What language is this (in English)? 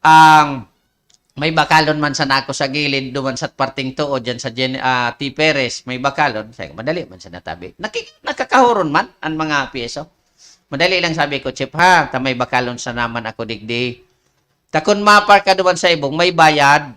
Bikol